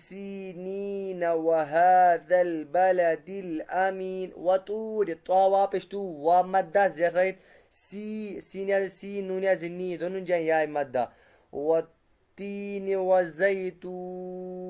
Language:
Kashmiri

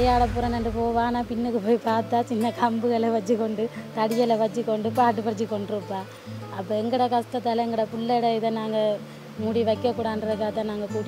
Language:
Tamil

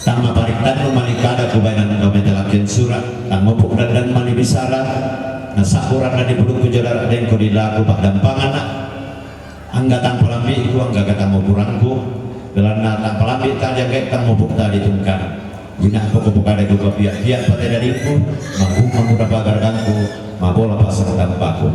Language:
Toraja-Sa'dan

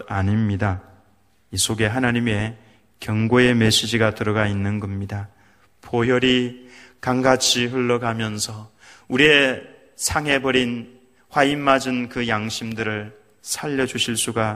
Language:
Korean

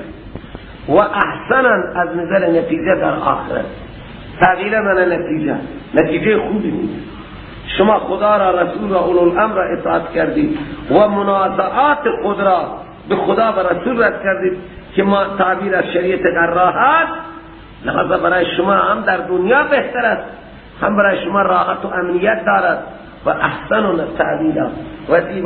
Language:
Persian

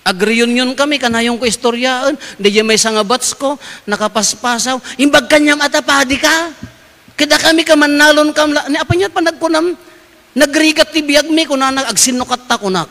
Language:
Iloko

